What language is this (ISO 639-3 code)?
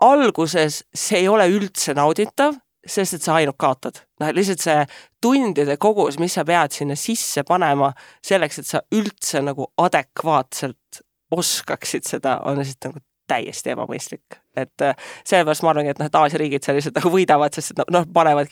est